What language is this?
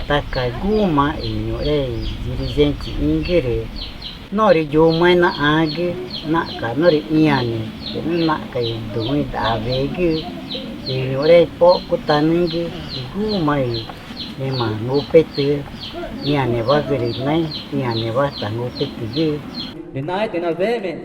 Ticuna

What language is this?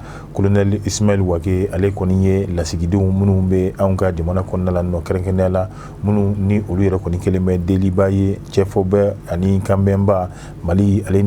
Bambara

